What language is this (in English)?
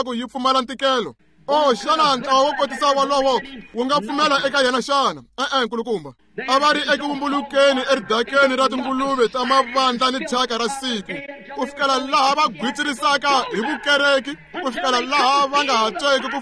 Tsonga